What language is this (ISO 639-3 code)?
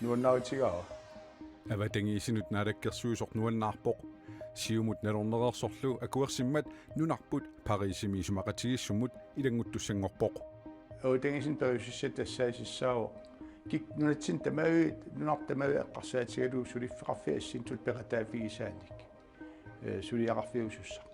kal